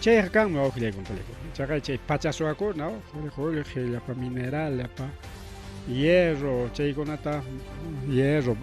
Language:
Ayacucho Quechua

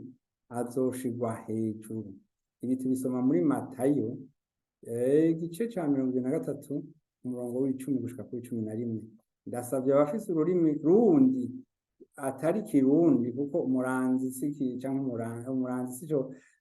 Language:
Rundi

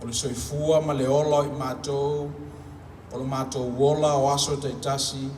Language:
Samoan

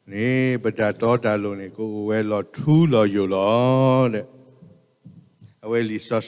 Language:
S'gaw Karen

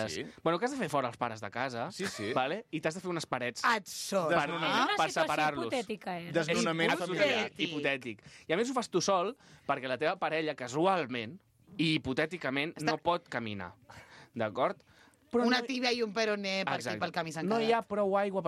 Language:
Catalan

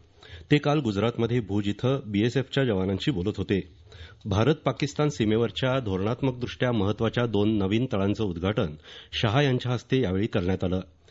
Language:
Marathi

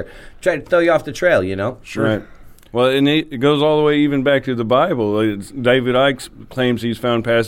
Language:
English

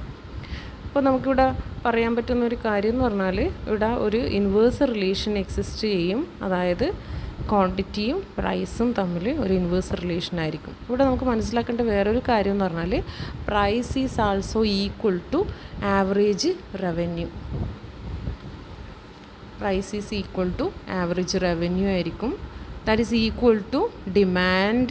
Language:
Malayalam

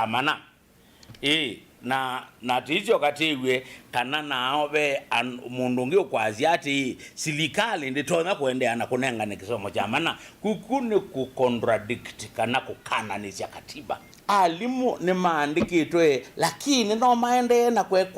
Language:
Kamba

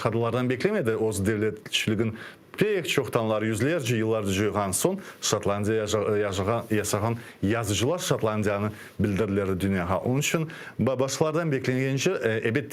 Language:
Crimean Tatar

